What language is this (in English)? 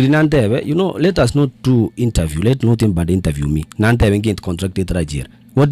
Gusii